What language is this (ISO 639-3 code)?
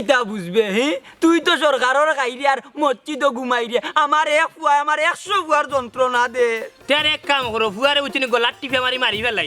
syl